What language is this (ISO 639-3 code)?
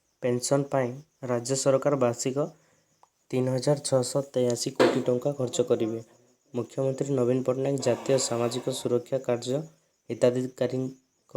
ori